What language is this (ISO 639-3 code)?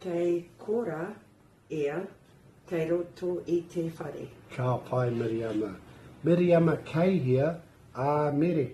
mri